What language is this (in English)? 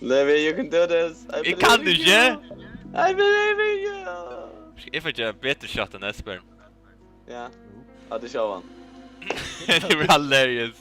Faroese